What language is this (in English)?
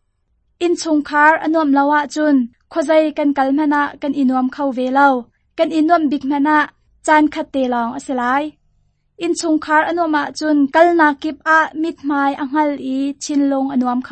Hakha Chin